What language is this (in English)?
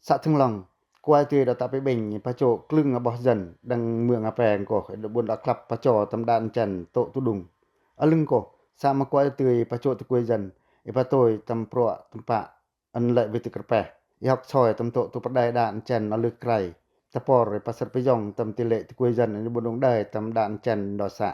Pacoh